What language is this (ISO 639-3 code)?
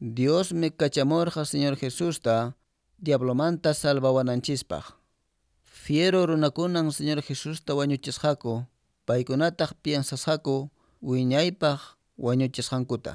que